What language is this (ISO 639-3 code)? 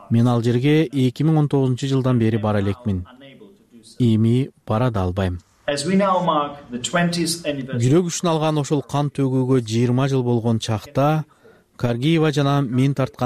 kir